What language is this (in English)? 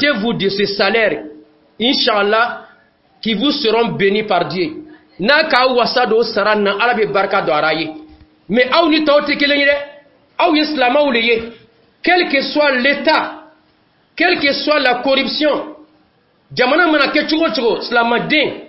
Dyula